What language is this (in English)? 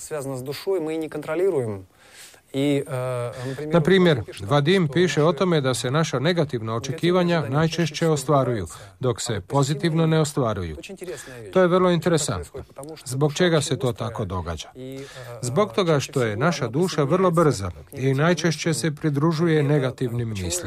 Croatian